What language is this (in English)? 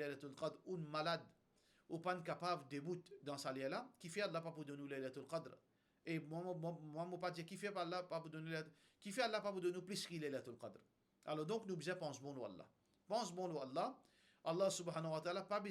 Morisyen